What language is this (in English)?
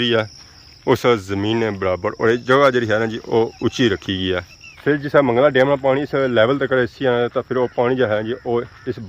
Pahari-Potwari